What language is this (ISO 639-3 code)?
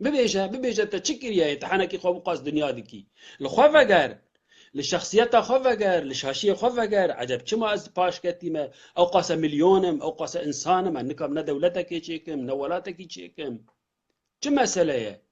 kur